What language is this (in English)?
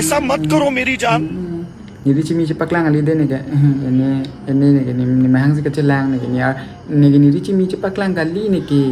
Karbi